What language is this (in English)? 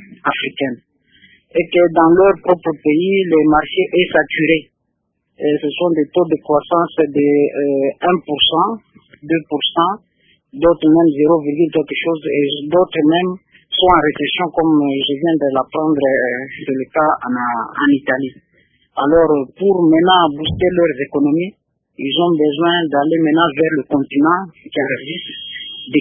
French